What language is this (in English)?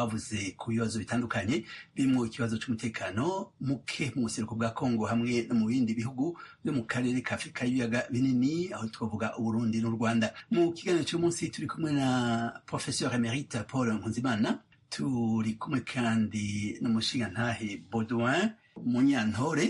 Rundi